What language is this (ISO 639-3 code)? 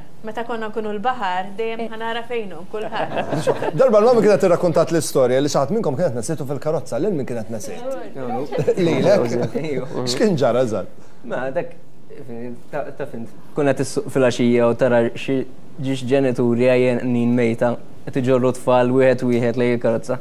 mlt